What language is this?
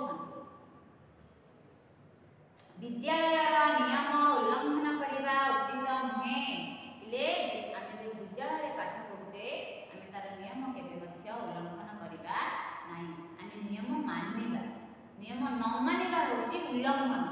Odia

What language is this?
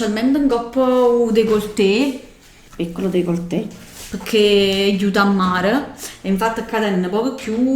Neapolitan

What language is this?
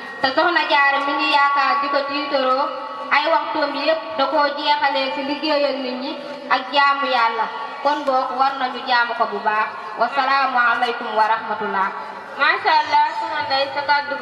Wolof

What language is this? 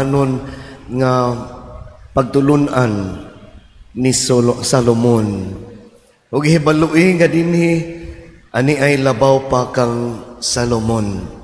Cebuano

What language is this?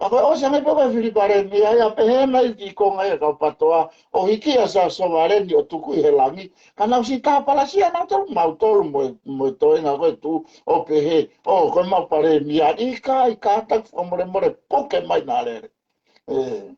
Tongan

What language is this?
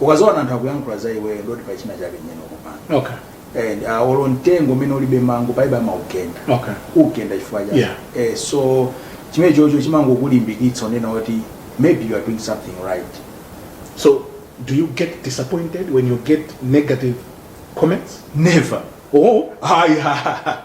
Nyanja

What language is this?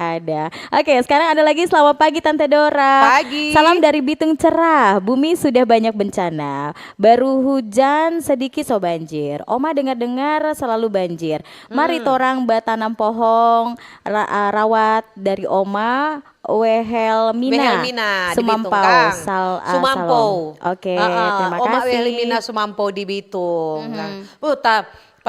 Manado Malay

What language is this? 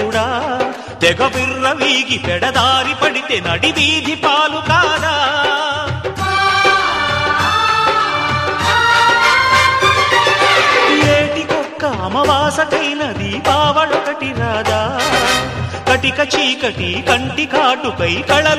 Telugu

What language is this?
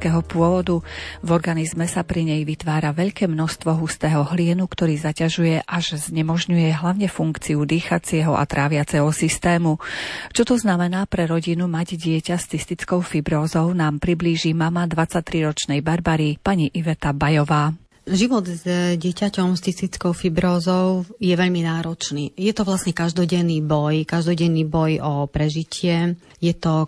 Slovak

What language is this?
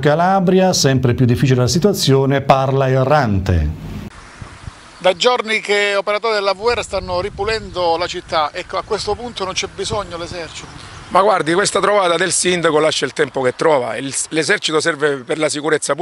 Italian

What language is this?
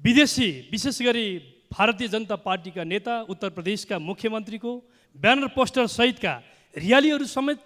Nepali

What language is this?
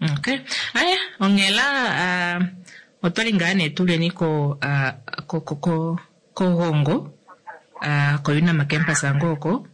Kuanyama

